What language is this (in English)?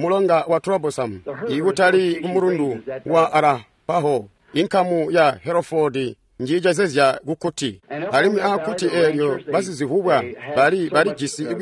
Tonga (Zambia)